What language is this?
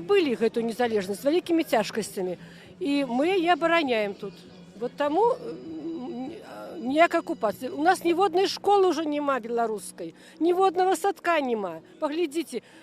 Belarusian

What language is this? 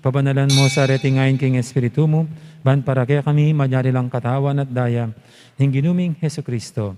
Pampanga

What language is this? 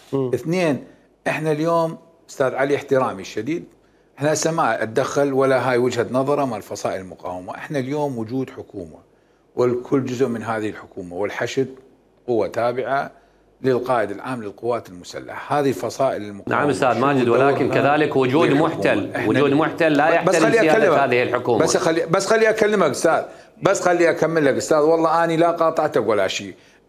Mesopotamian Arabic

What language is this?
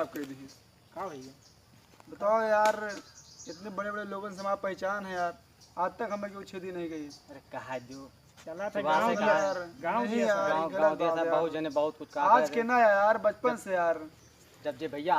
Awadhi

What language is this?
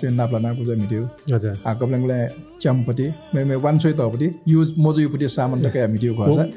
Newari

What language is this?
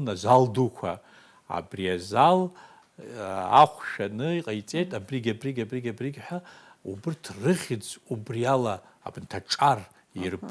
Abkhazian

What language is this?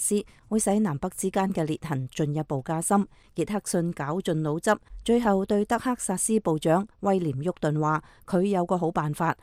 Cantonese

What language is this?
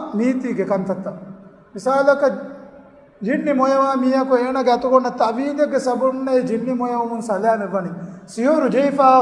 Divehi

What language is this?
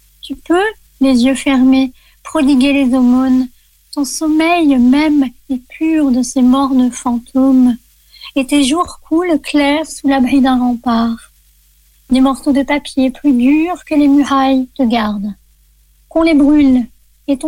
French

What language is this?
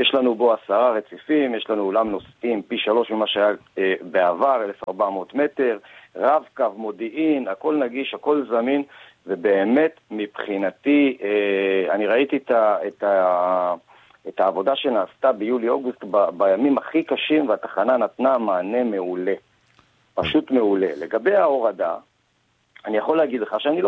Hebrew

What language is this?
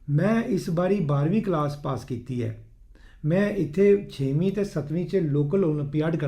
Dogri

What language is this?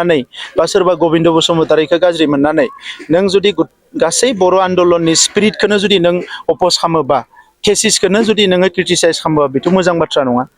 Bodo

